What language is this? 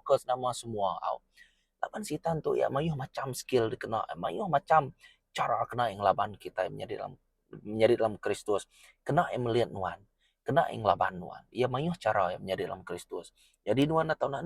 Iban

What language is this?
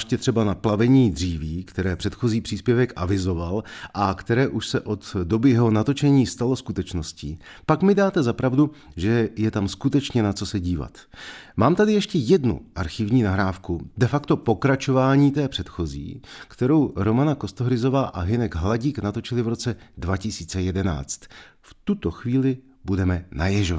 Czech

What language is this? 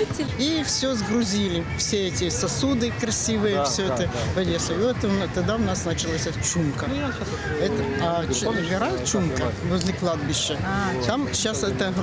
Russian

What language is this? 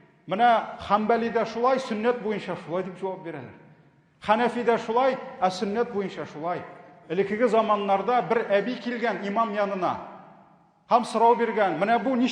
Tatar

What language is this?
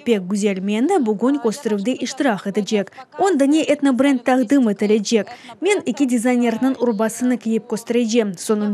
Crimean Tatar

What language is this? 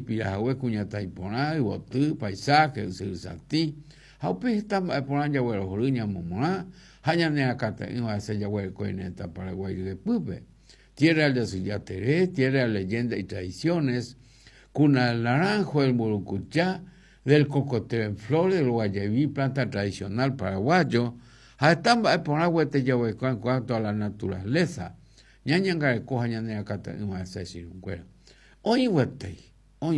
Guarani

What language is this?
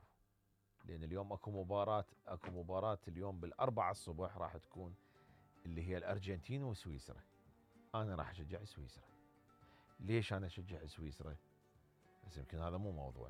Mesopotamian Arabic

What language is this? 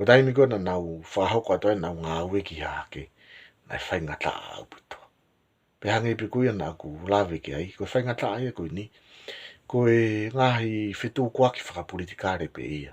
Tongan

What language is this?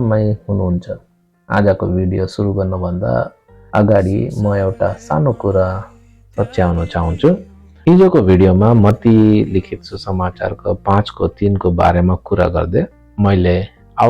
Nepali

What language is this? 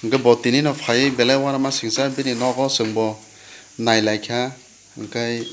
Kok Borok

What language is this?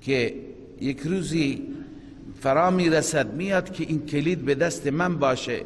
Persian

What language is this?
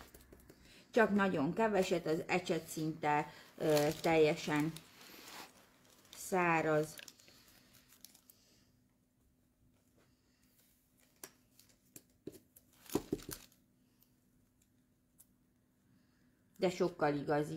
Hungarian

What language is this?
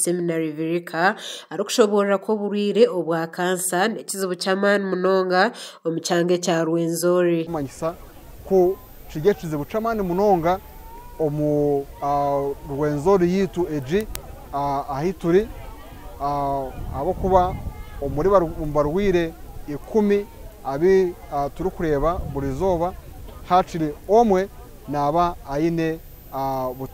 Nyankole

